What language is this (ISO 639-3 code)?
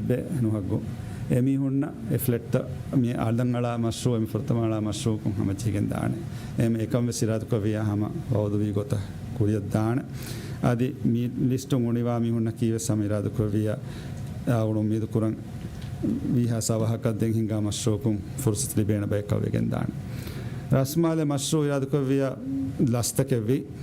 div